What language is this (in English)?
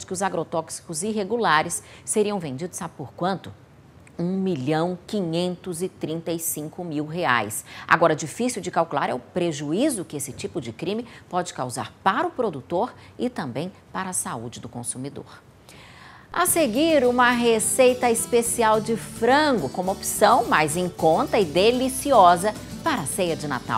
Portuguese